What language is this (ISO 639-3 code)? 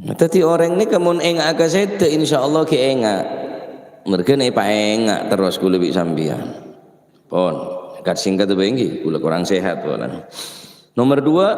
mad